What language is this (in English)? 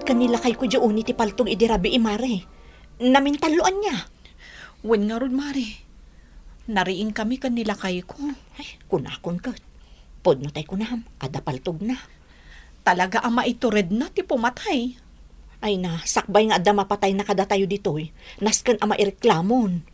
Iloko